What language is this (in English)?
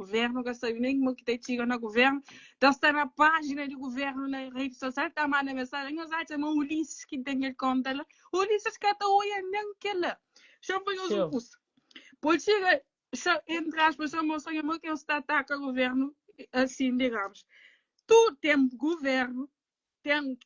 Kabuverdianu